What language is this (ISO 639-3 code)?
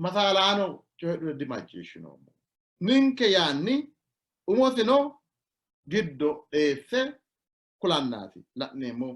sid